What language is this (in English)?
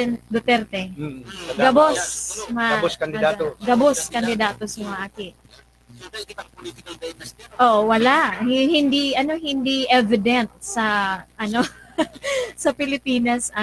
Bikol